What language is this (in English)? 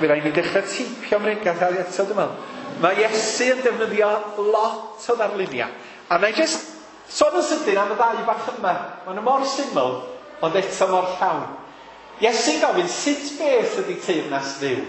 Welsh